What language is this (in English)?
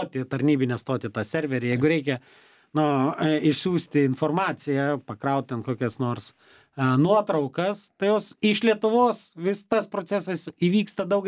Lithuanian